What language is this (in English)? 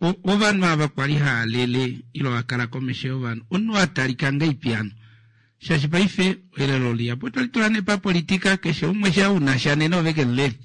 Kuanyama